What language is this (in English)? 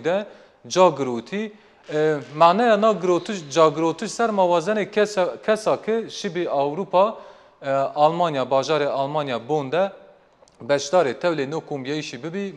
Zaza